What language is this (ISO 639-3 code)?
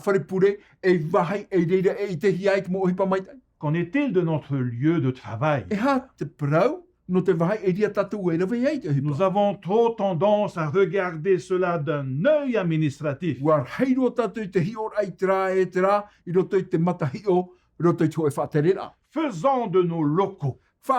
tah